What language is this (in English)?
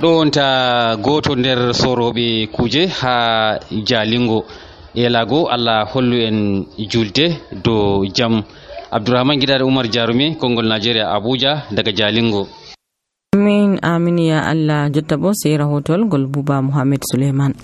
Nigerian Fulfulde